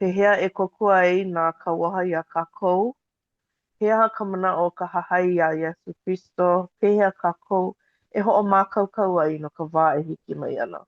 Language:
Hawaiian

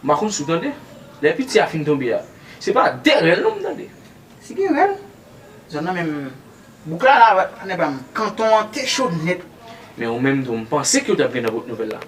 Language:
Haitian Creole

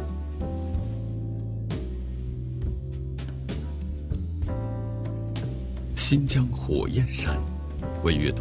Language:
Chinese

